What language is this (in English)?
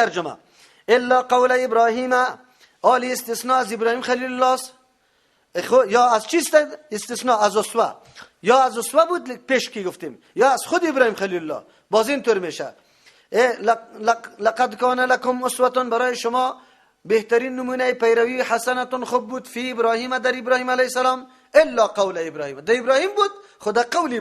Persian